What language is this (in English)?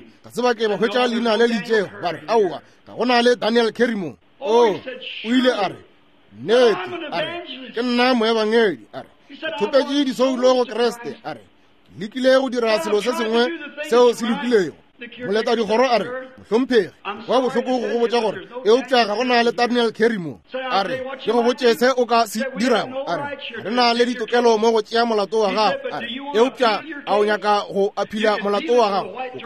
Northern Sotho